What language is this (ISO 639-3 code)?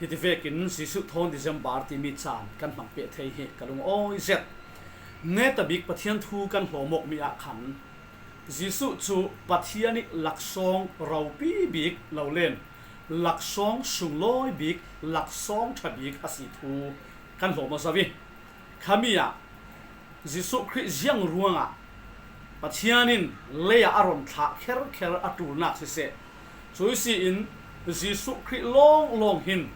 cfm